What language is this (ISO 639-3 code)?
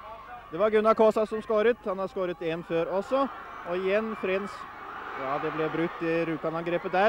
nor